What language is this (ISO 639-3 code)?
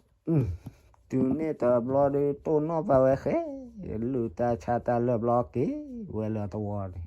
ksw